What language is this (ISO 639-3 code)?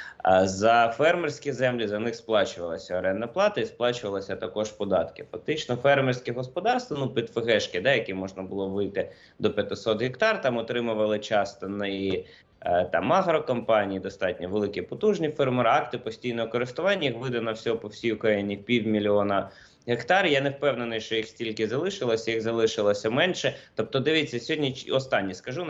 ukr